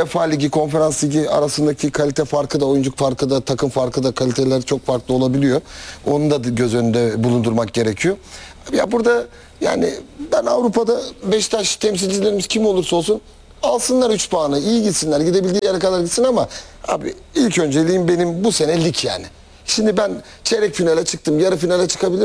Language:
Turkish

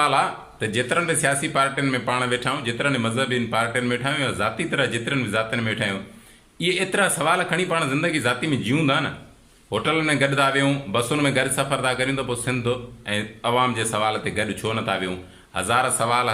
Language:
Sindhi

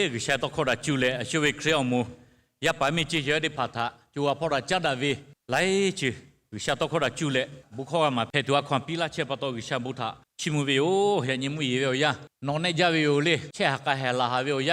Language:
Lahu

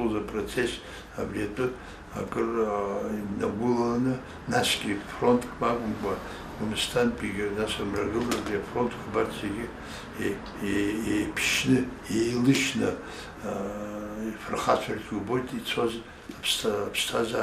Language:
Abkhazian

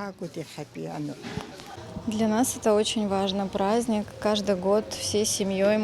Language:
Abkhazian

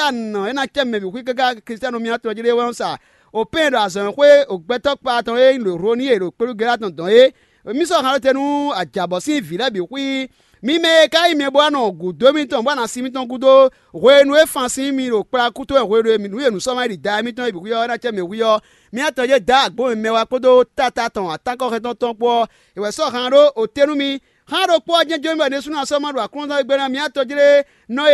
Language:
Fon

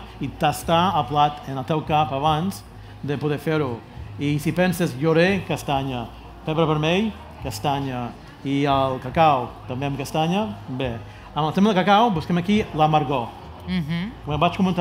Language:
Catalan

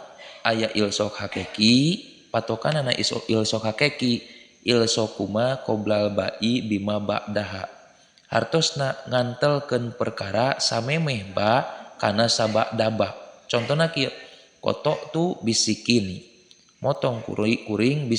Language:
Sundanese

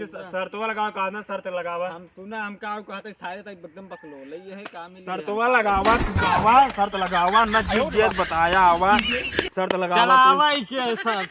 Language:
Awadhi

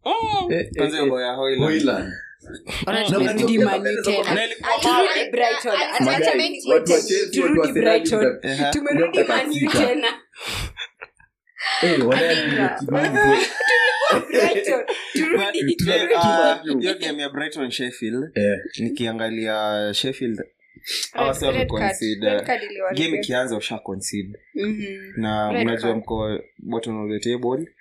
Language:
Swahili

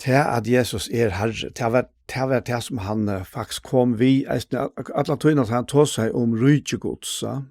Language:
Faroese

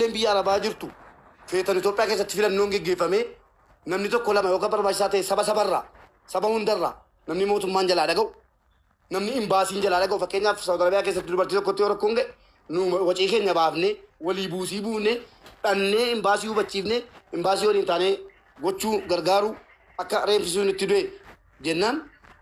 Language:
Oromo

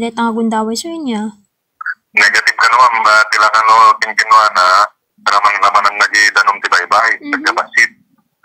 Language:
Iloko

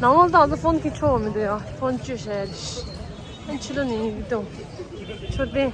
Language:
Tibetan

